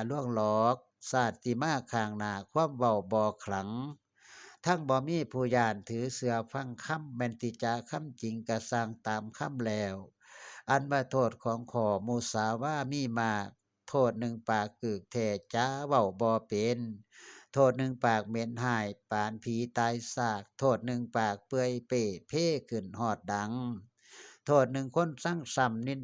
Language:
Northeastern Thai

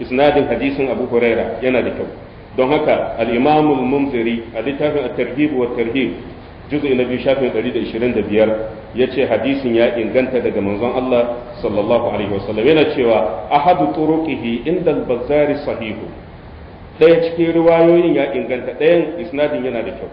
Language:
Hausa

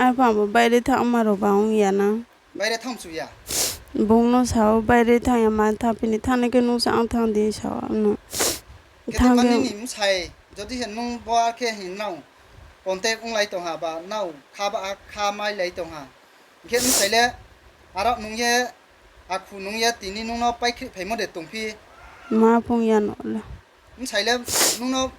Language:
Riang (India)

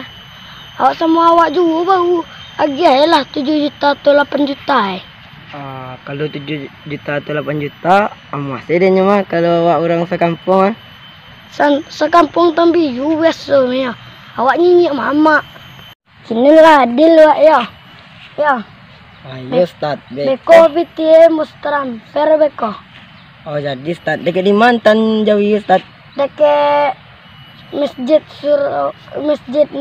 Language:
Minangkabau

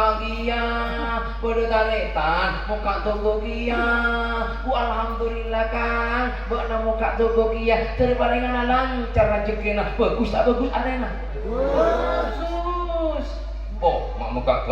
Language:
Madurese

